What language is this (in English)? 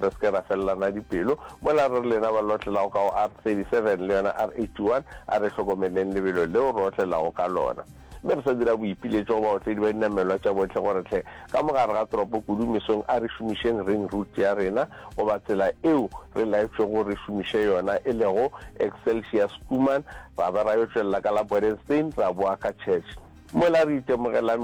Northern Sotho